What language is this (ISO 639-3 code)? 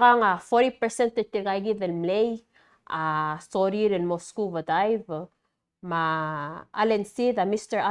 pau